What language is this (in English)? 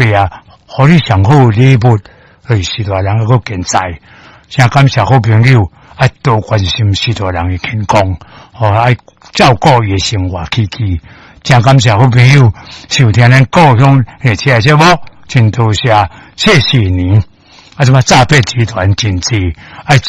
Min Nan Chinese